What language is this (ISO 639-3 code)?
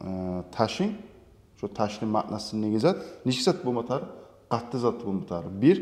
kum